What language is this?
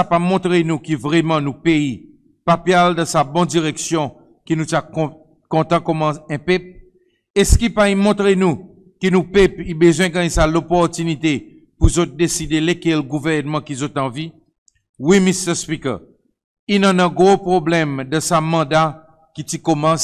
Seselwa Creole French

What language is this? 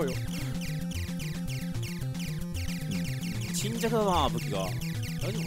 Japanese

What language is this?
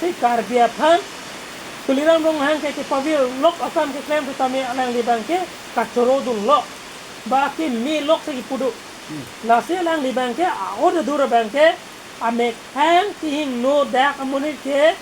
Karbi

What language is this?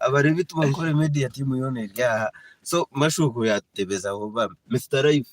Nyankole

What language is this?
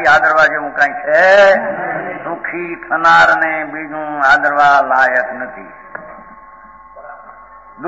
Gujarati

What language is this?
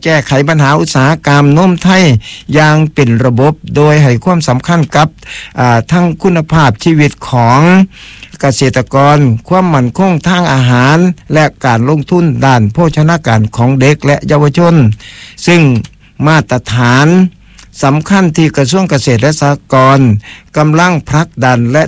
Thai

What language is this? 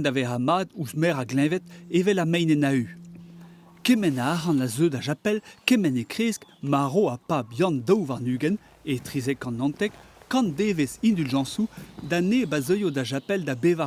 Breton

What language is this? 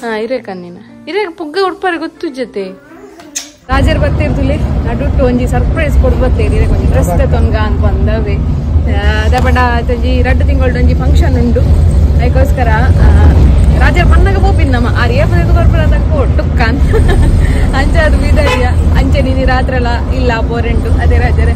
Tulu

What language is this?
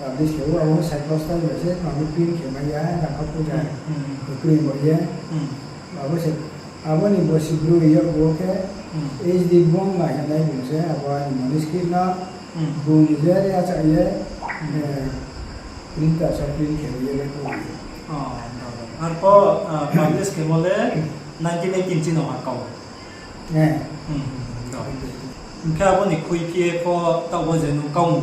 Riang (India)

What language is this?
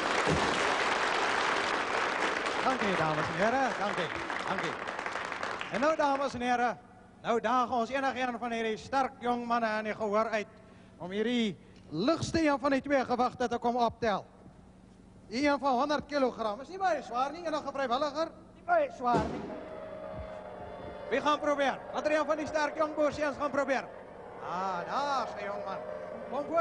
Afrikaans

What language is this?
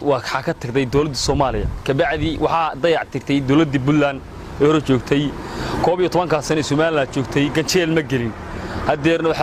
Somali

